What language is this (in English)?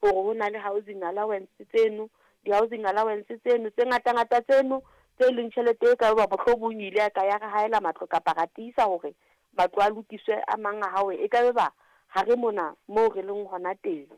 Southern Sotho